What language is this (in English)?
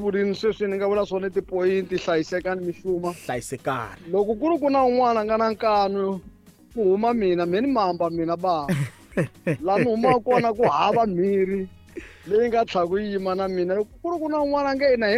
Tsonga